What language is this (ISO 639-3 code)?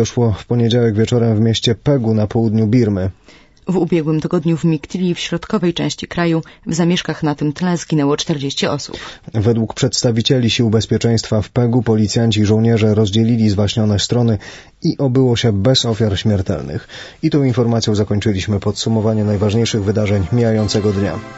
pol